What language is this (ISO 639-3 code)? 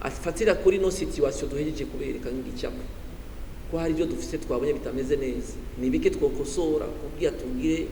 run